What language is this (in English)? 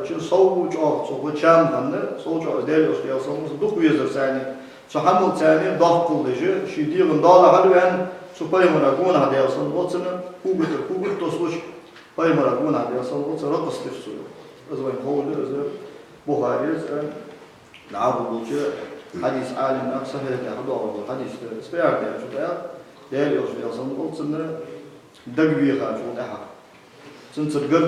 Ingush